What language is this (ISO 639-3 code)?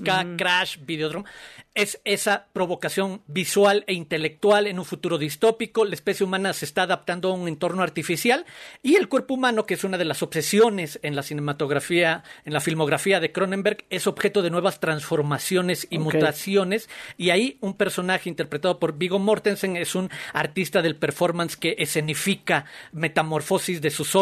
spa